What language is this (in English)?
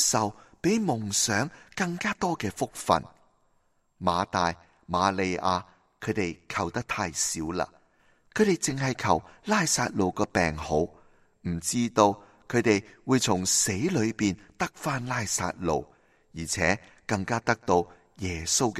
Cantonese